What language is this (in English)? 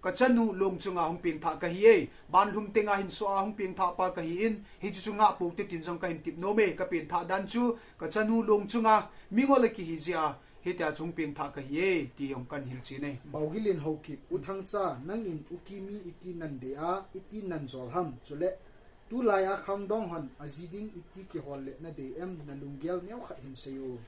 Thado Chin